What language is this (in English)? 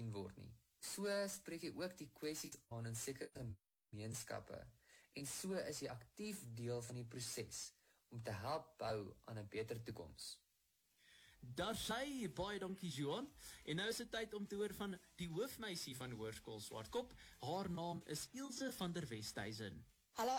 Afrikaans